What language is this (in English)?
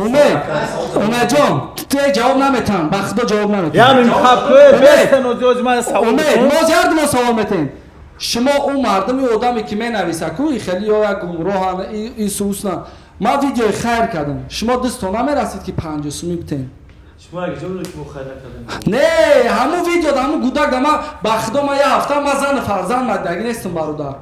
Tajik